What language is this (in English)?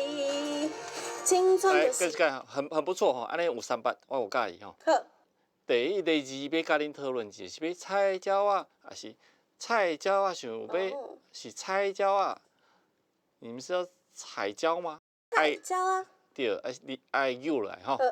Min Nan Chinese